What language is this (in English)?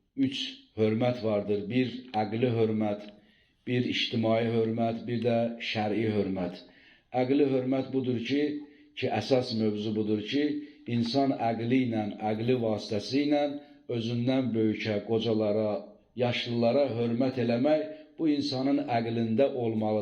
Azerbaijani